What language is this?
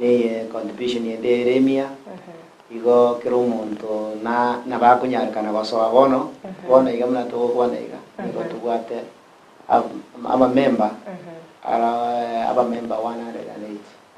Gusii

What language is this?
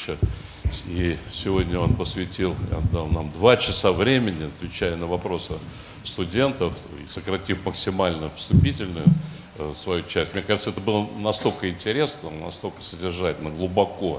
Russian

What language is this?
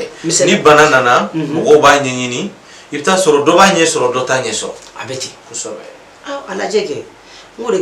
Bambara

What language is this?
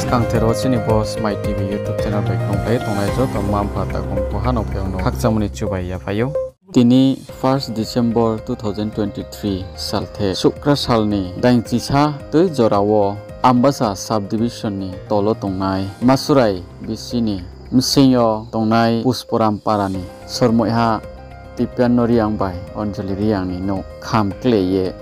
Riang (India)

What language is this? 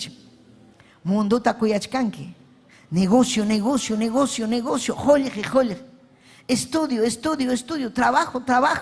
Ayacucho Quechua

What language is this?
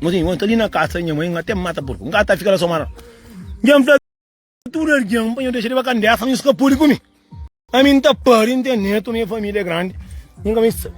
Kabuverdianu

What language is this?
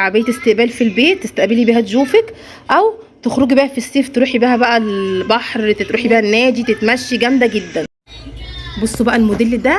Egyptian Arabic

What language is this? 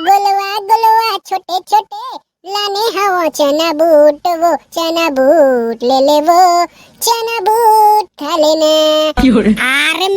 Chhattisgarhi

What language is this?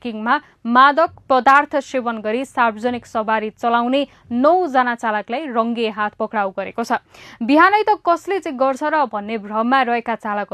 Nepali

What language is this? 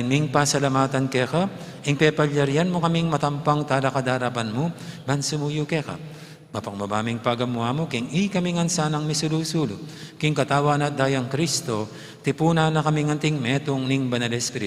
Pampanga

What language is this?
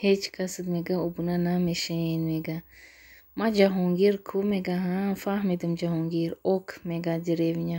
Tajik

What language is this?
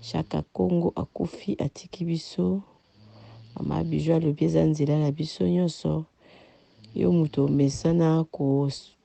Lingala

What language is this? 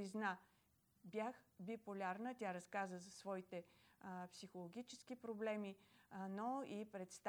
Bulgarian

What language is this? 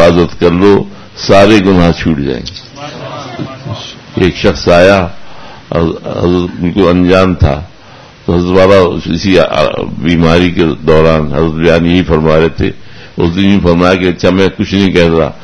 Urdu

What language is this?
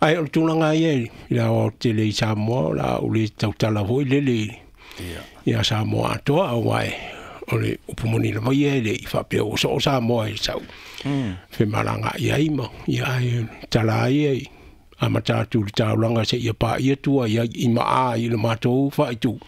Samoan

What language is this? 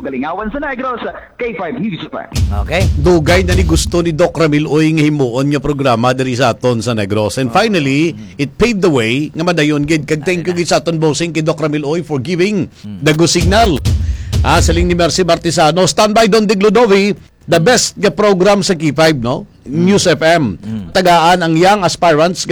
Hiligaynon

